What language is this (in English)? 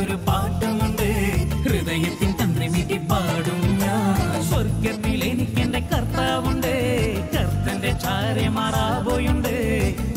Malayalam